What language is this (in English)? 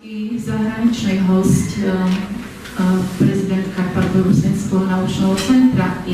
Rusyn